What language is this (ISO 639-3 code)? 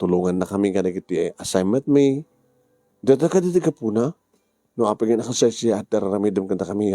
ilo